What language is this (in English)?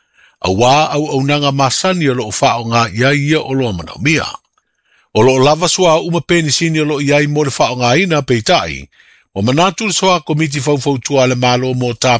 Samoan